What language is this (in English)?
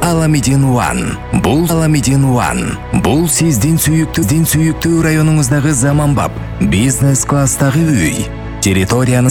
Kyrgyz